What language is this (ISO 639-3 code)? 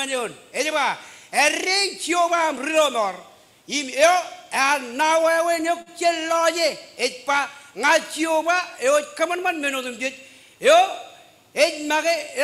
mah